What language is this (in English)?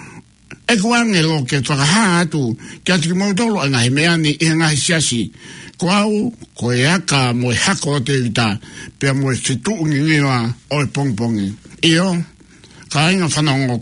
Tongan